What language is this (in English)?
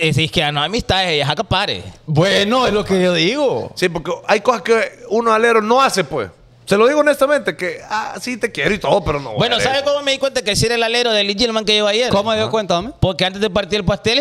Spanish